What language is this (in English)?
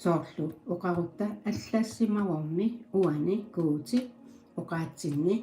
Kalaallisut